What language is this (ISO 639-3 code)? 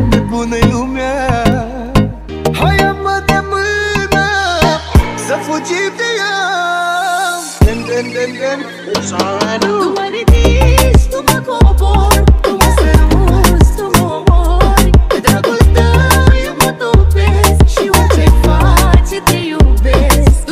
ron